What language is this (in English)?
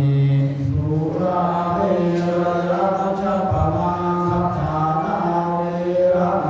Pali